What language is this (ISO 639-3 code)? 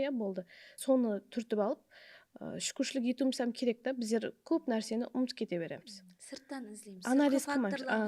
kaa